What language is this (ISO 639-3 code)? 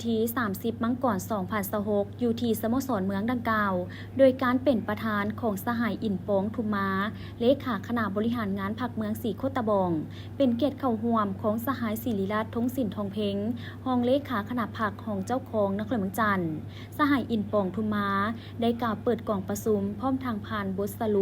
lao